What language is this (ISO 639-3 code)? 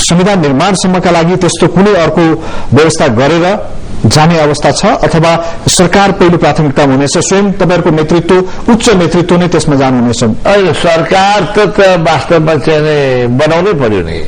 nep